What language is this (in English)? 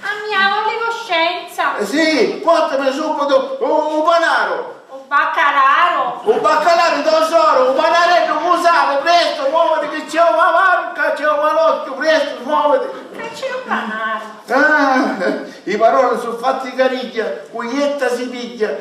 Sicilian